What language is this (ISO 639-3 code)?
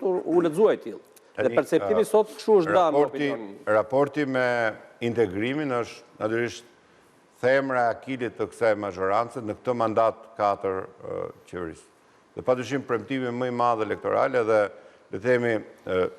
sqi